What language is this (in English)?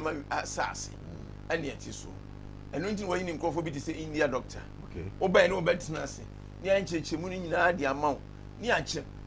Akan